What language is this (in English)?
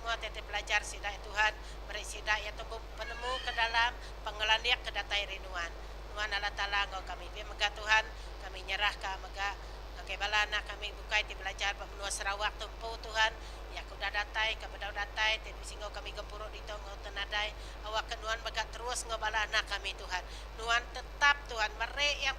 Iban